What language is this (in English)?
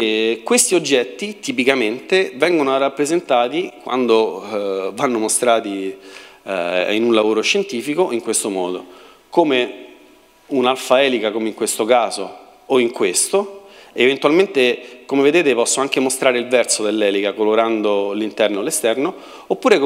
Italian